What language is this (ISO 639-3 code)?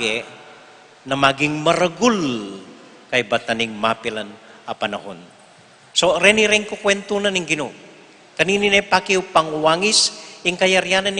pam